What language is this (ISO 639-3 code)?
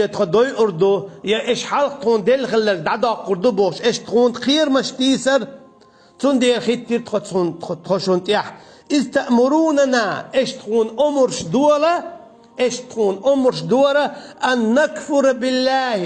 che